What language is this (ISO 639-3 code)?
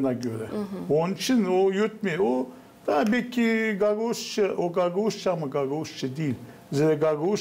gag